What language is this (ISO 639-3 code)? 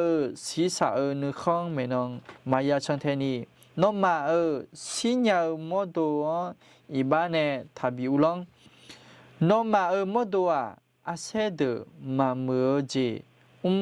ahk